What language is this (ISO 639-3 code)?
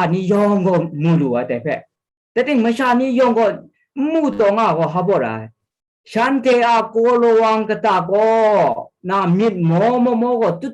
kac